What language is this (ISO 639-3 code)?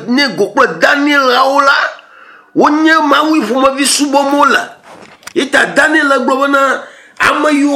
ewe